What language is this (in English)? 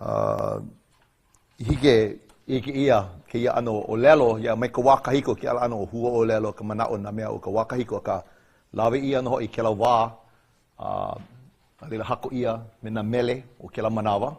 Hawaiian